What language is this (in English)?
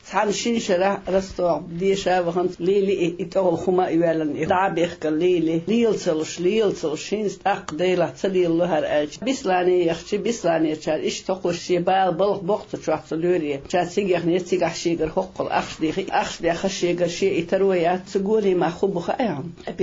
Chechen